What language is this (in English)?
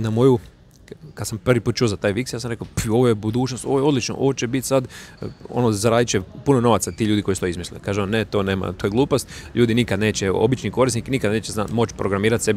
Croatian